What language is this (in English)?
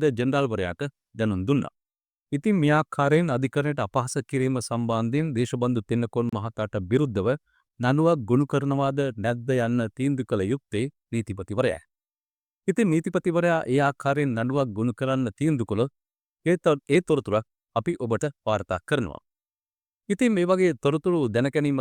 Sinhala